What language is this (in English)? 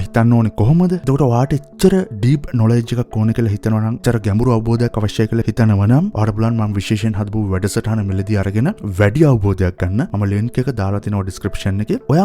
Sinhala